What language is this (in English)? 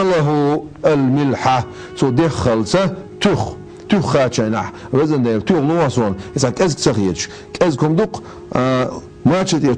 Chechen